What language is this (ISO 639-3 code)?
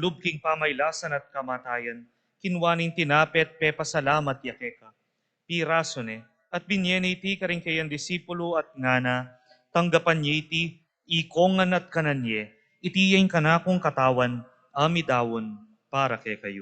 pam